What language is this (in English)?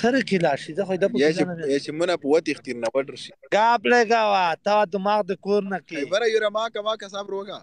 Pashto